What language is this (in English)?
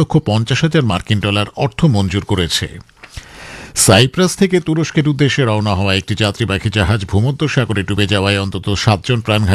Bangla